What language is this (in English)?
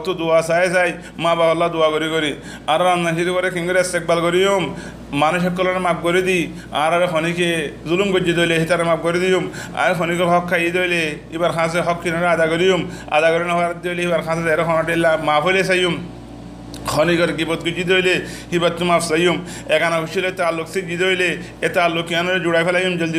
Rohingya